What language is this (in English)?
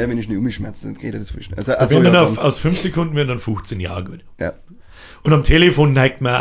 Bavarian